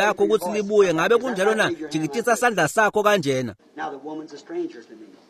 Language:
Swati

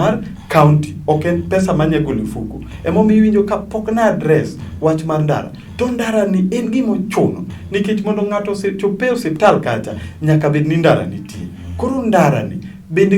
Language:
Luo (Kenya and Tanzania)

